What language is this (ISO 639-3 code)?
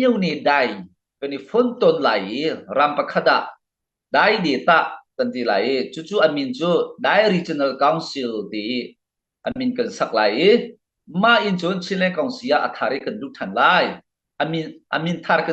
cnh